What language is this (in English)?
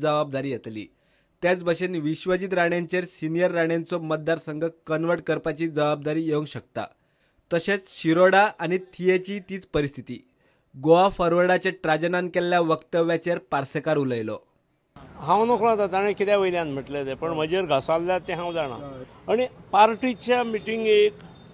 Konkani